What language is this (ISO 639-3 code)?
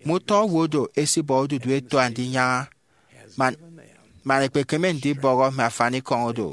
efi